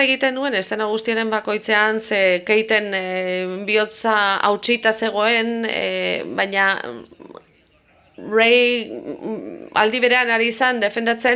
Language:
Basque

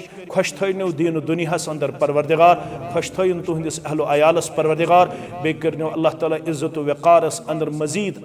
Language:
Kashmiri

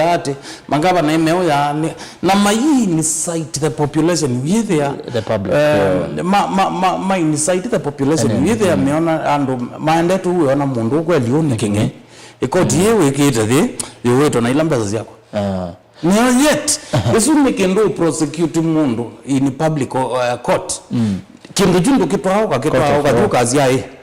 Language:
Kamba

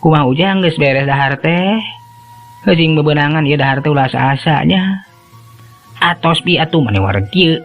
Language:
Sundanese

